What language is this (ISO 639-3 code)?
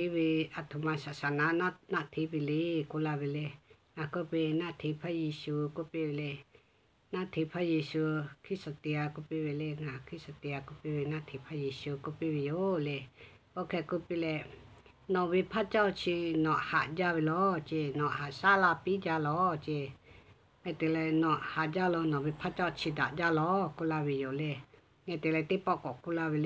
lhu